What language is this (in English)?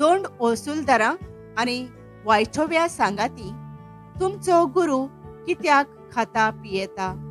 Konkani